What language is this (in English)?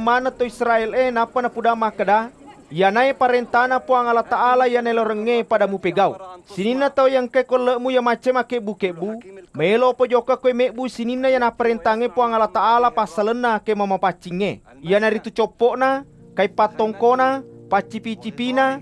Buginese